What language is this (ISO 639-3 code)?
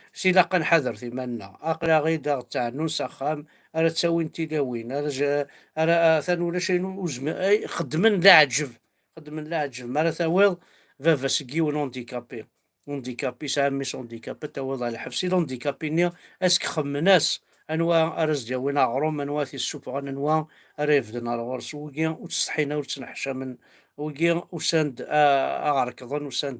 kab